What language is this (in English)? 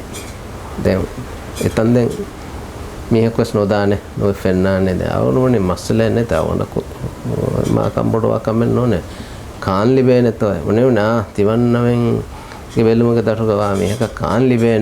Divehi